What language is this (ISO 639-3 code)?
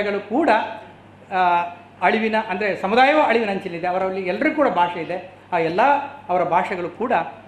kan